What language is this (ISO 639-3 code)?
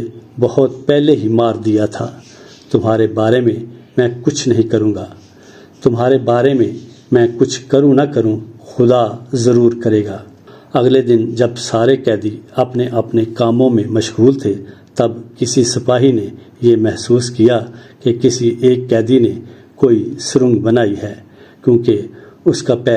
urd